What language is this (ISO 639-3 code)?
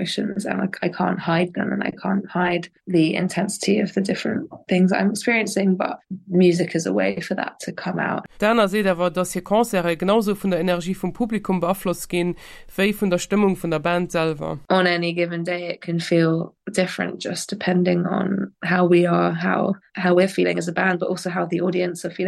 ltz